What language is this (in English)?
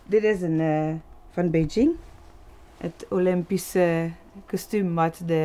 Limburgish